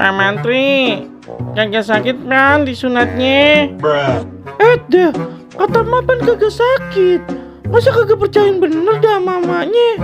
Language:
Betawi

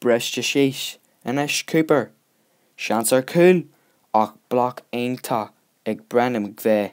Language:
Irish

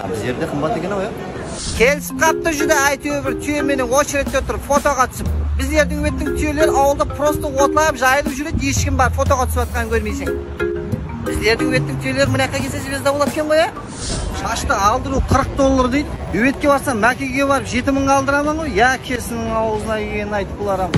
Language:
Kara-Kalpak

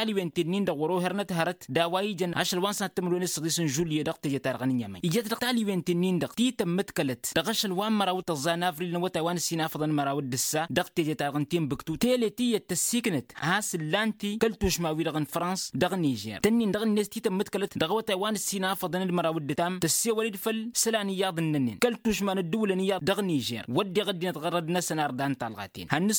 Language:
Tamasheq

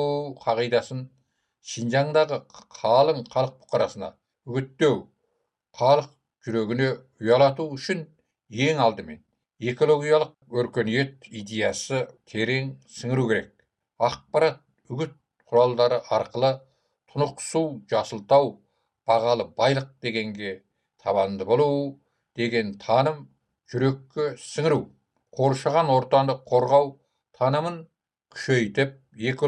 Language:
Kazakh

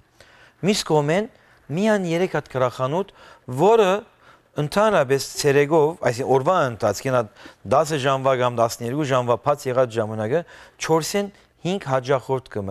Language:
Western Armenian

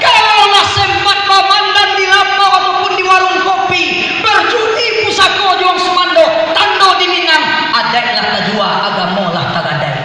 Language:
Minangkabau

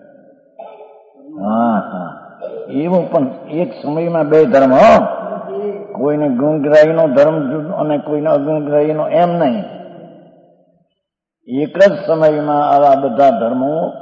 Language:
Gujarati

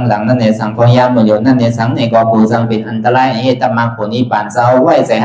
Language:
Shan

